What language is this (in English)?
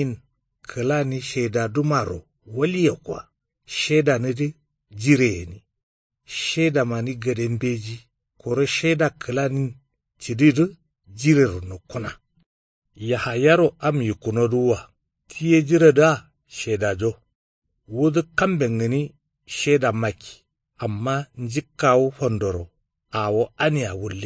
Kanuri